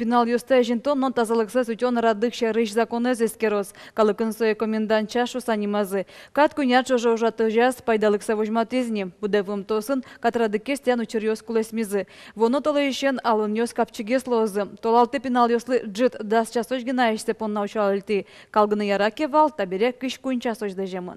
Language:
Udmurt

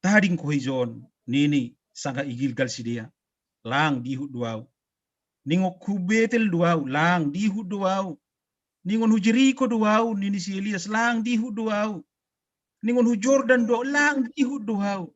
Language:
Batak Simalungun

